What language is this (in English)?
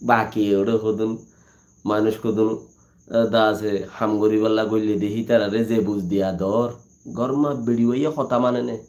Rohingya